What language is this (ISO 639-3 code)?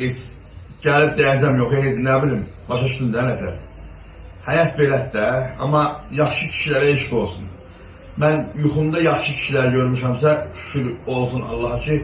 aze